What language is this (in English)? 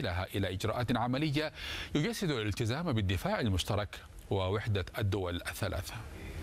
Arabic